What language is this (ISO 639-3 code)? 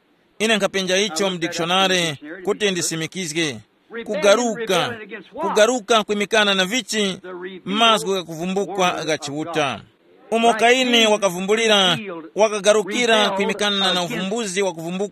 tum